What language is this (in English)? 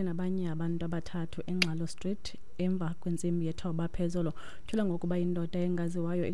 Xhosa